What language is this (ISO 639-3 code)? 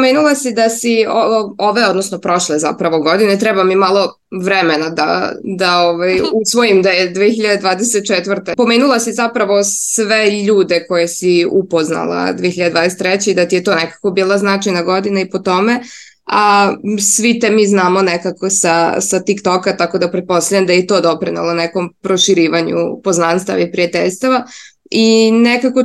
srp